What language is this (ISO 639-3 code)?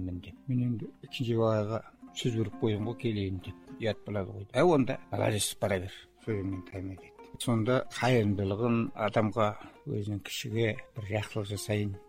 kaz